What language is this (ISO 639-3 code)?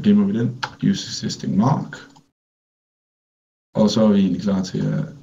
dan